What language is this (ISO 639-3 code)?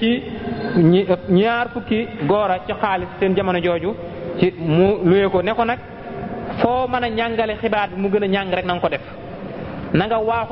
wol